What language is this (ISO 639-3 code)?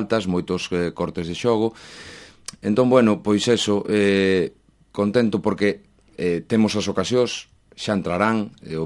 glg